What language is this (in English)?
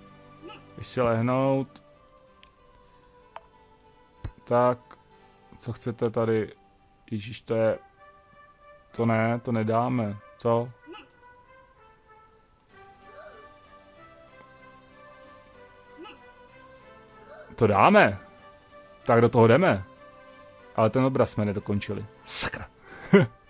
Czech